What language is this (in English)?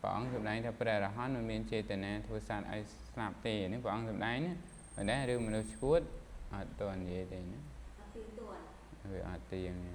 Khmer